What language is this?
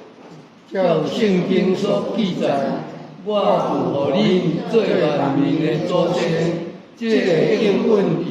Min Nan Chinese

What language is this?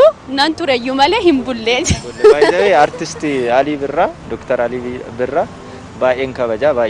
Oromo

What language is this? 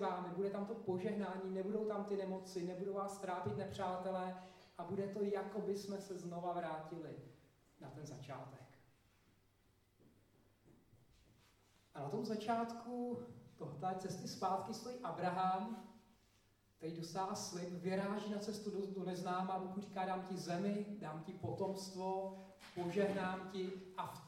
Czech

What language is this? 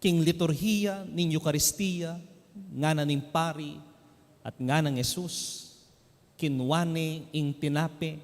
Pampanga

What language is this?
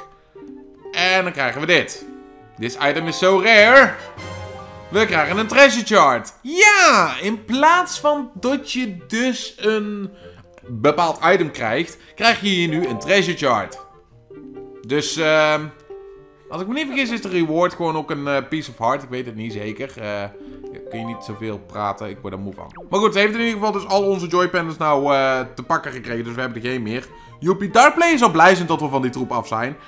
Dutch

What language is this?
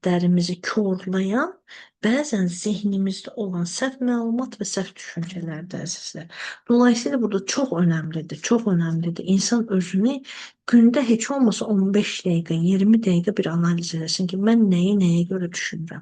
Azerbaijani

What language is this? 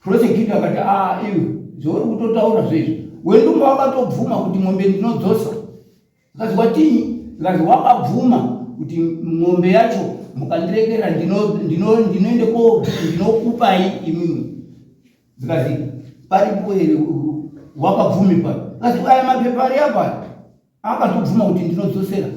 Shona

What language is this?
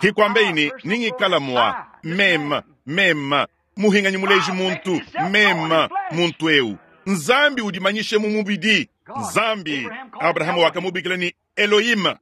Luba-Lulua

